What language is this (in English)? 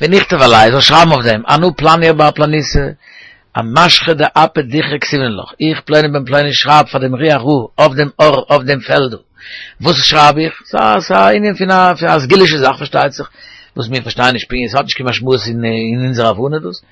Yiddish